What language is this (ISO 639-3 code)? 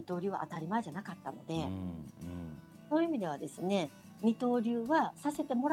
jpn